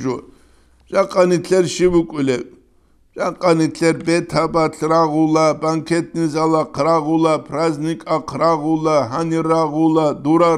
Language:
Avaric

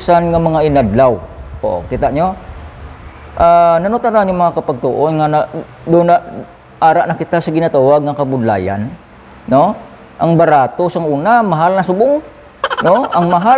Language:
Hiligaynon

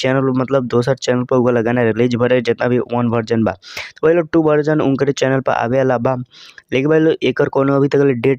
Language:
Bhojpuri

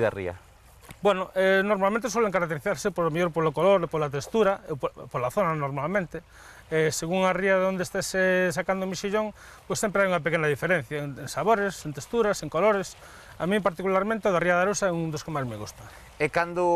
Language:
Galician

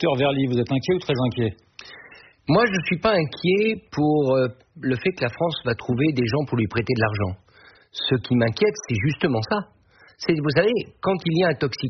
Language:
French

